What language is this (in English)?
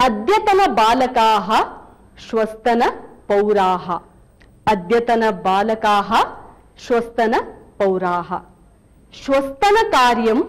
Sanskrit